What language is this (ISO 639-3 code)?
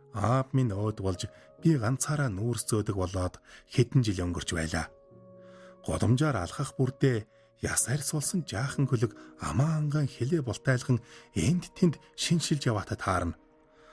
mon